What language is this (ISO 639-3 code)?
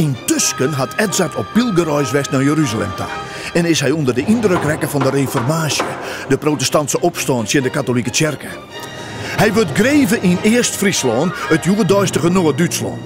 fry